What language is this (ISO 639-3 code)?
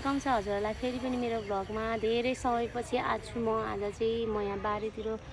nep